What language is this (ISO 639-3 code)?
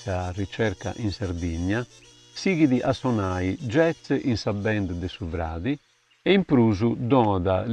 srd